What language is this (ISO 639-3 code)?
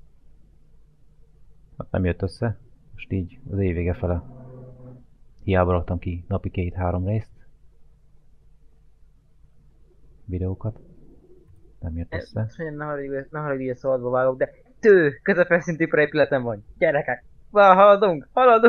hun